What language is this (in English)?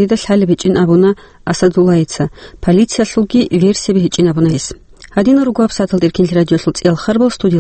Avaric